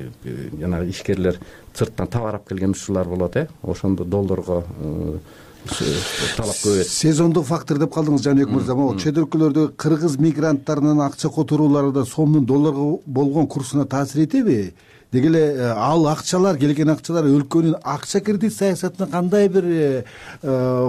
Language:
Kyrgyz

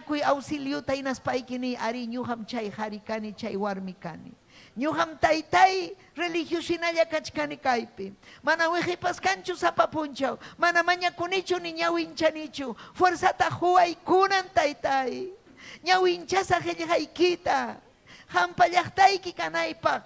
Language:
Ayacucho Quechua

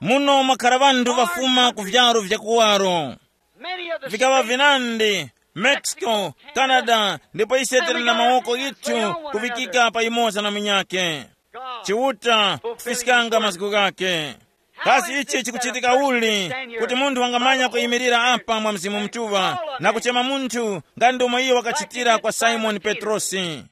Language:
Tumbuka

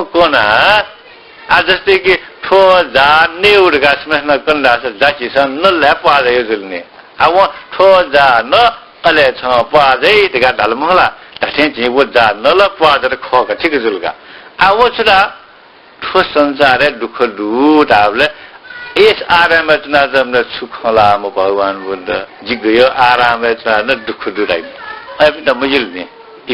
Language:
Newari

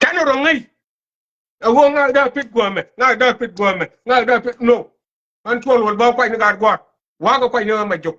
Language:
Nuer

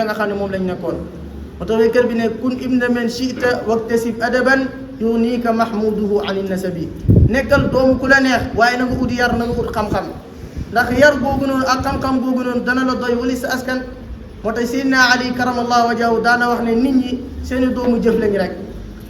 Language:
Wolof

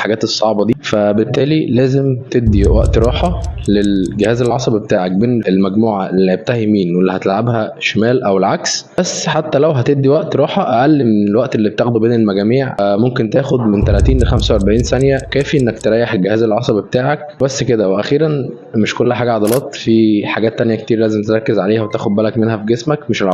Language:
Egyptian Arabic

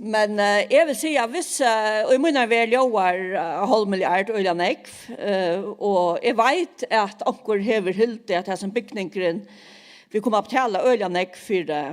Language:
Faroese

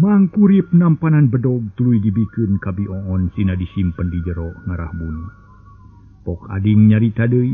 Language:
Sundanese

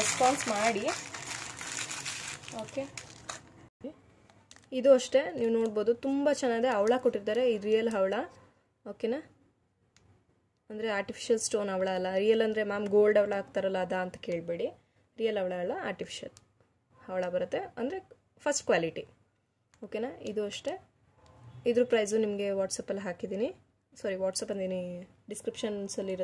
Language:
Kannada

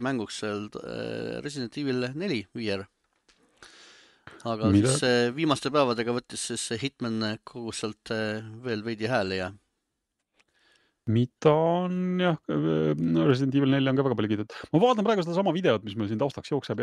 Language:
Estonian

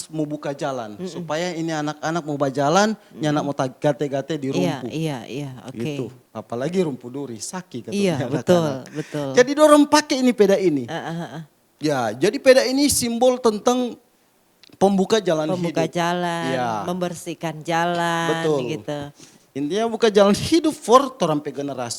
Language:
Manado Malay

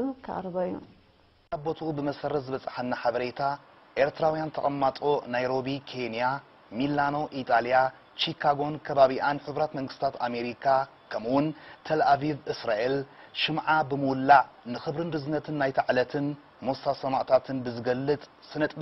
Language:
Tigrinya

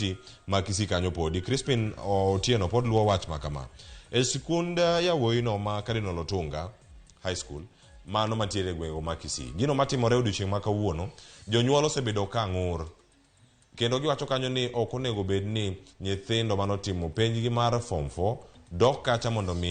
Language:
Luo (Kenya and Tanzania)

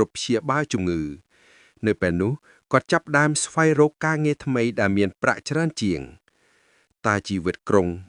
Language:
Khmer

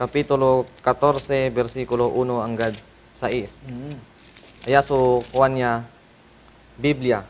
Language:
Pangasinan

